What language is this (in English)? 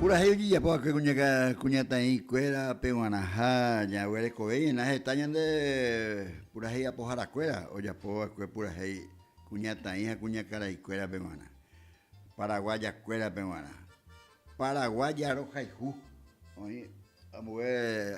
Guarani